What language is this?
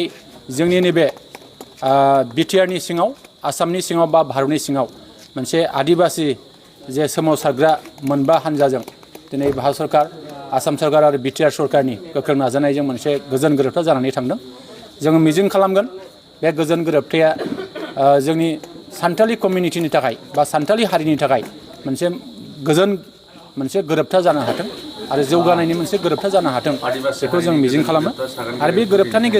Bodo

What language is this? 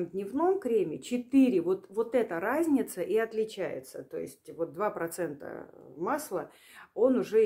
Russian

